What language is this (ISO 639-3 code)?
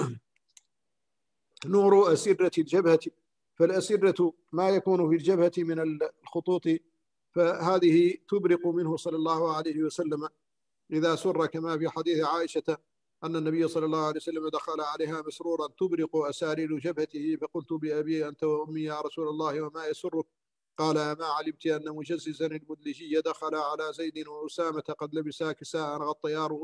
ara